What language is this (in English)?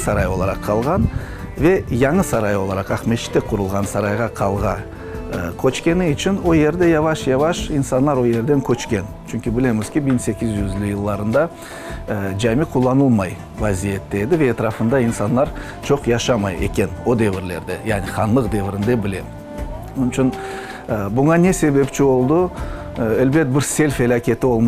Crimean Tatar